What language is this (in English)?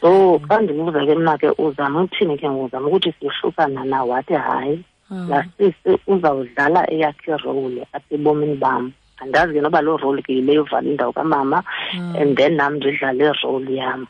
Xhosa